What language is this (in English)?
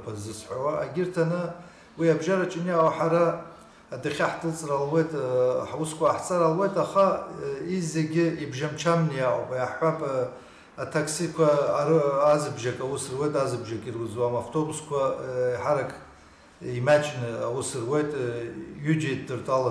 Abkhazian